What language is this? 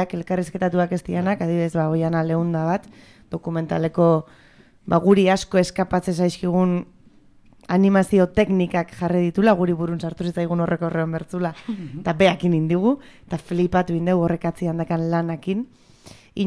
Basque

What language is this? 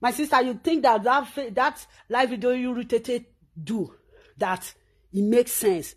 Nigerian Pidgin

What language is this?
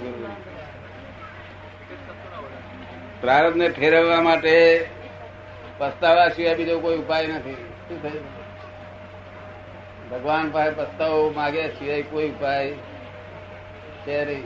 Gujarati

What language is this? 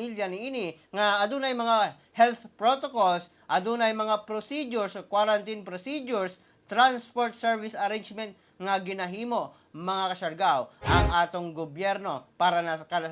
Cebuano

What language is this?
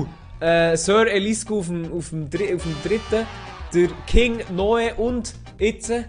Swiss German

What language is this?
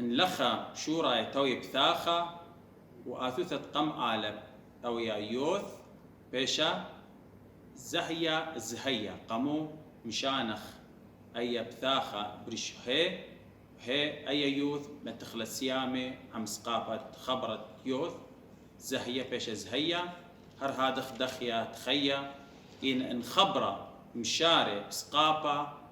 Assyrian Neo-Aramaic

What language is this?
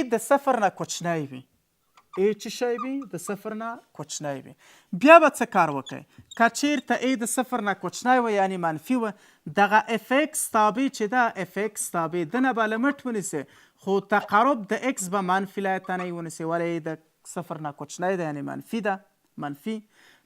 Pashto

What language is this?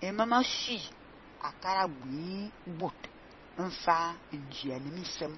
Fang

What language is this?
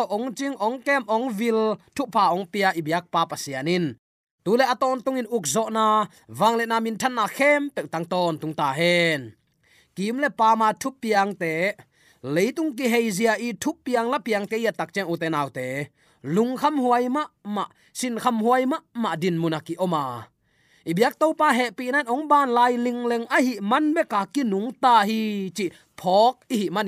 Tedim Chin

